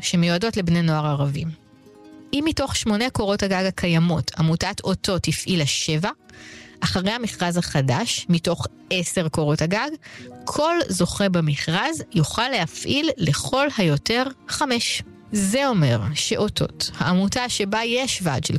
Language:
Hebrew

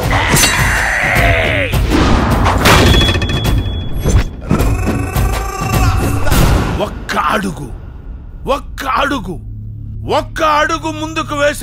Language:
Telugu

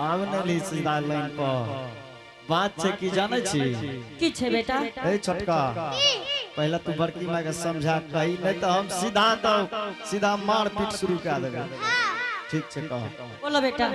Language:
Angika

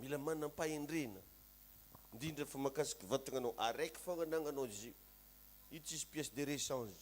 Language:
Malagasy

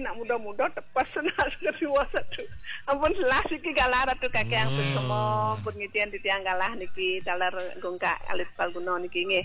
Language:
Balinese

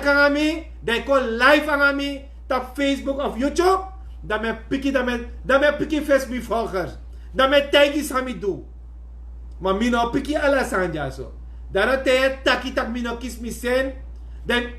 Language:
Sranan Tongo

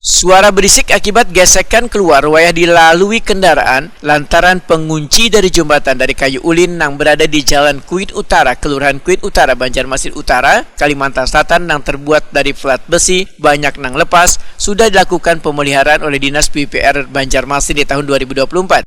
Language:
Banjar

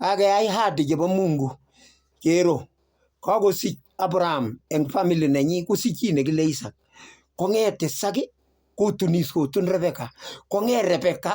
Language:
Kalenjin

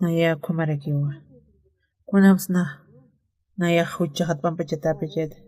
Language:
Aymara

